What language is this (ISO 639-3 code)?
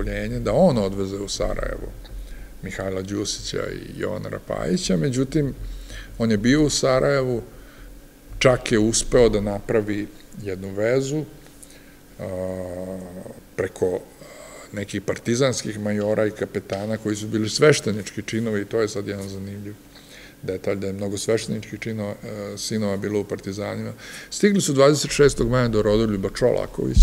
srp